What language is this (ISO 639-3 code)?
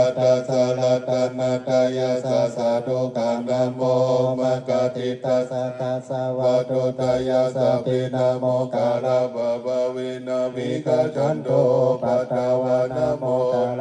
pli